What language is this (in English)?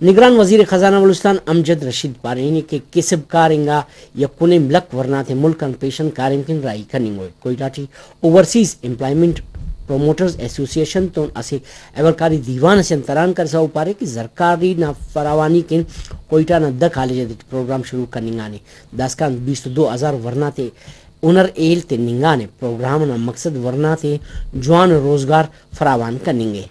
Brahui